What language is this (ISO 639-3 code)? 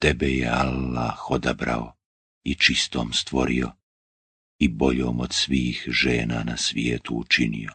bos